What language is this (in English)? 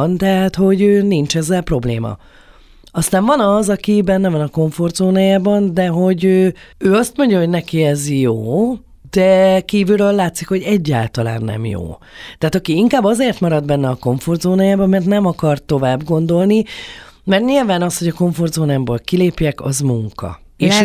Hungarian